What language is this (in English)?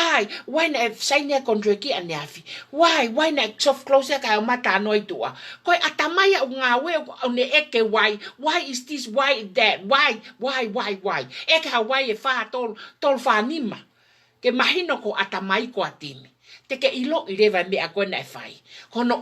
Tongan